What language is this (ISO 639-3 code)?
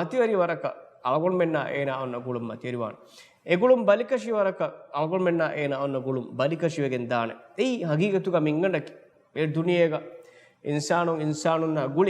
div